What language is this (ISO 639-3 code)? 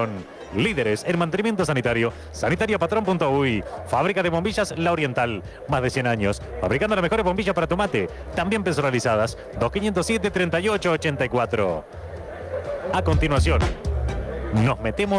spa